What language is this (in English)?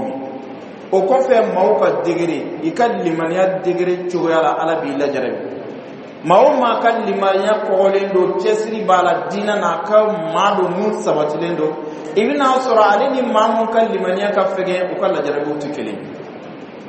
Bambara